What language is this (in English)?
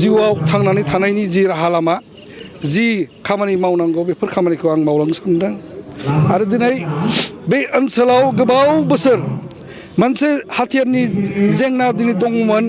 Bodo